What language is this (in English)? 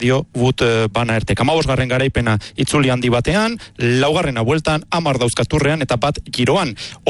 Basque